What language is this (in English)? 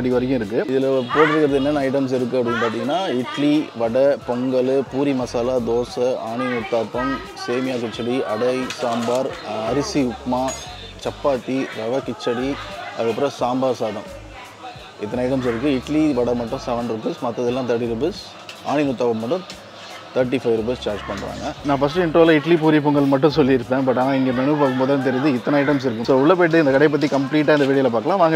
Tamil